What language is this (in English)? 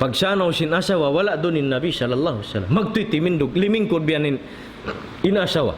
Tausug